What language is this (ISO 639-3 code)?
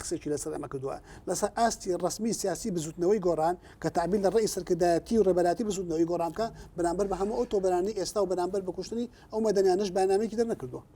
ckb